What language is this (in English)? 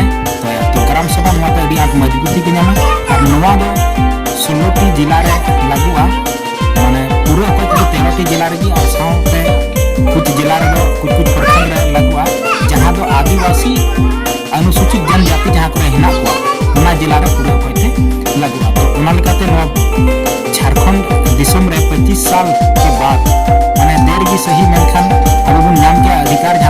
Santali